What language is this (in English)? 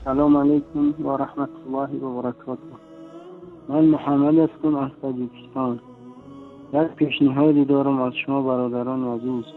Tajik